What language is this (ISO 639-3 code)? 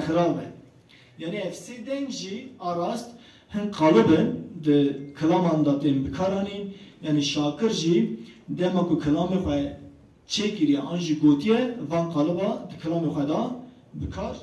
kur